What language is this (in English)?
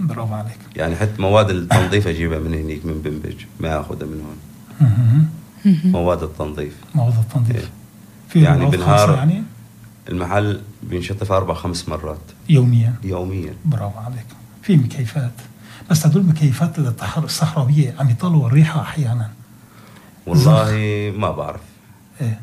North Levantine Arabic